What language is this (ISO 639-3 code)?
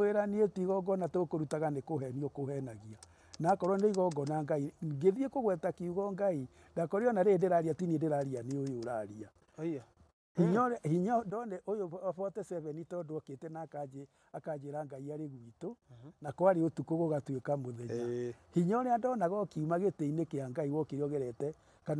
kik